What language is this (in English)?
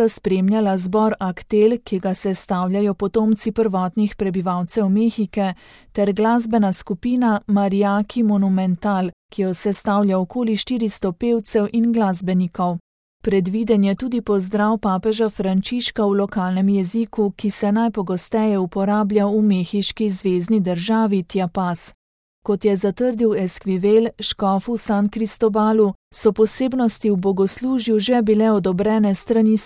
Slovenian